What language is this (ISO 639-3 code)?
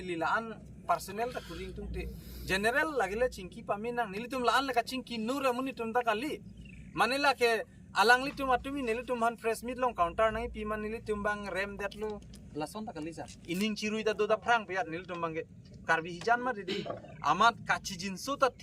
mjw